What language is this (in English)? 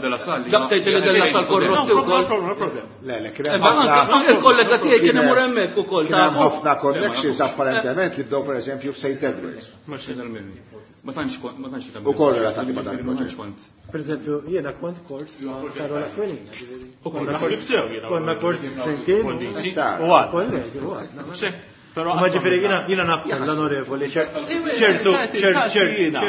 Maltese